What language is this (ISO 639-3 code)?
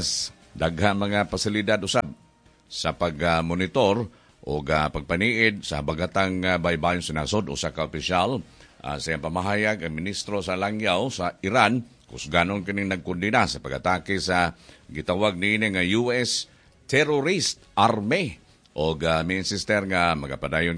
ceb